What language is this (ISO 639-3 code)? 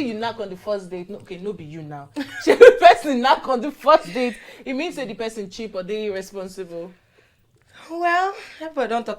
pcm